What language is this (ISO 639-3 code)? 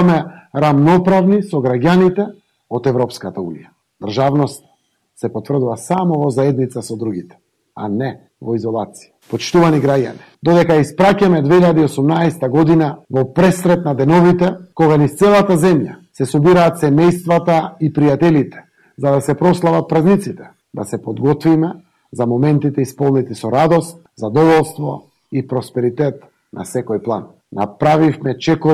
mkd